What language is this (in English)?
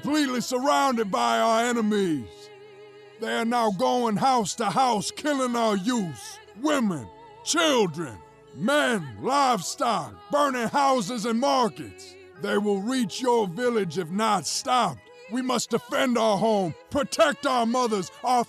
Igbo